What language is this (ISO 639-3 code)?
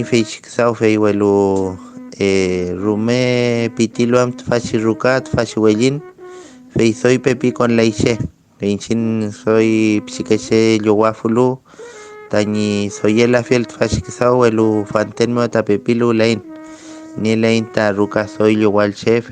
arn